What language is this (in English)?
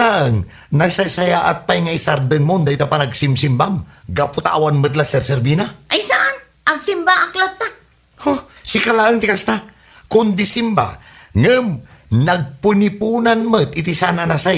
Iloko